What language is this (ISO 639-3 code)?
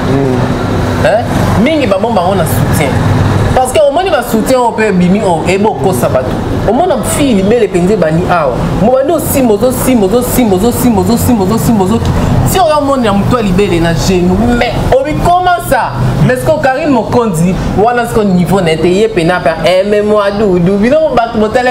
lin